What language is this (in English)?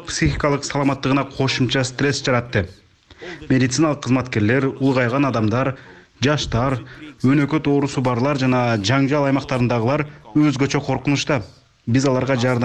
Kyrgyz